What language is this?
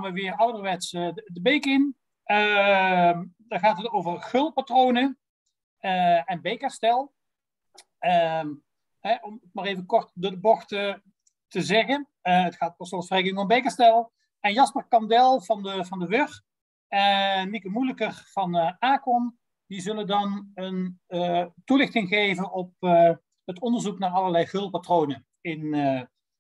Dutch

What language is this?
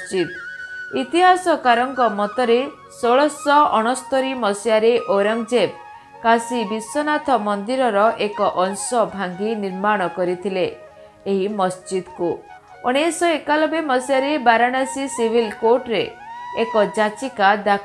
Odia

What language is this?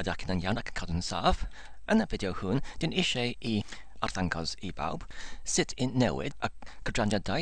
Welsh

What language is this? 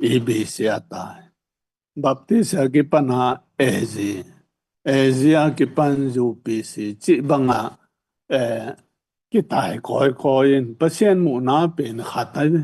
Tedim Chin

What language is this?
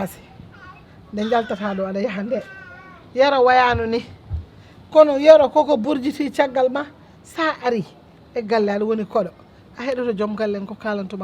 Fula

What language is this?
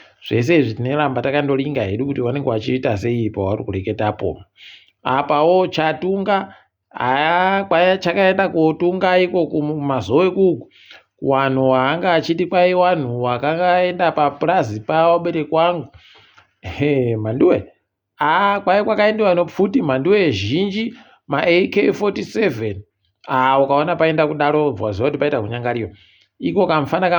Ndau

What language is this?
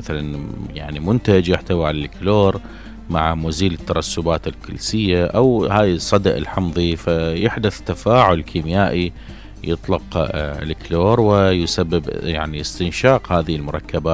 Mesopotamian Arabic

